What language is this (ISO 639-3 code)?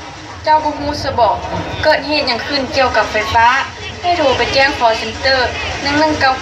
lao